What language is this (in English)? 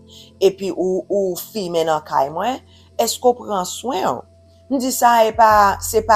Haitian Creole